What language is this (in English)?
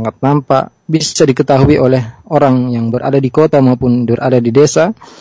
Indonesian